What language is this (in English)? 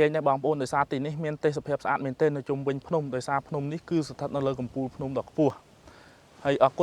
Khmer